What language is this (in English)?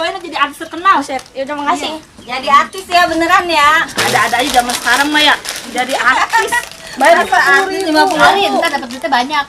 Betawi